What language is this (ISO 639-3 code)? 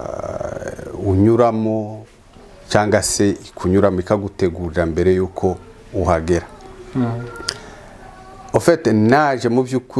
kin